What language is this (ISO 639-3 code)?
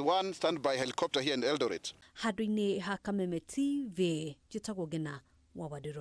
kik